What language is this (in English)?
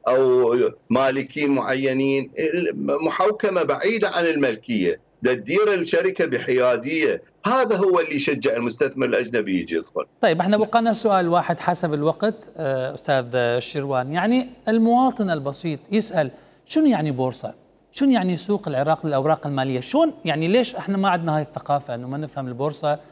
Mesopotamian Arabic